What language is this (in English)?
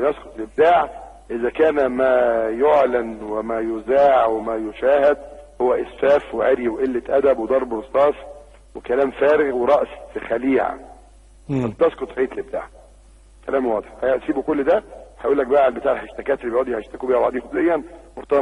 Egyptian Arabic